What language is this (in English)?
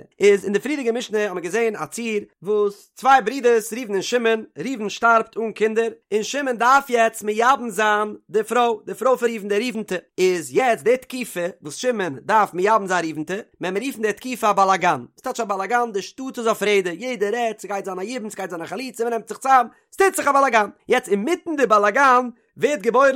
Yiddish